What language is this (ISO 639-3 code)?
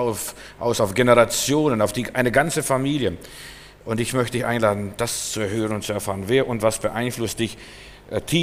deu